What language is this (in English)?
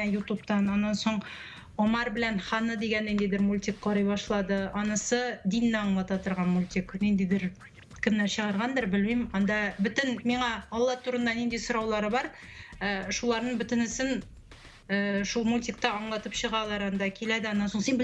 Tatar